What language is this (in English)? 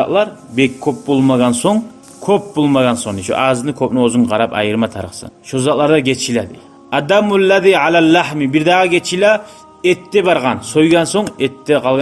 Kumyk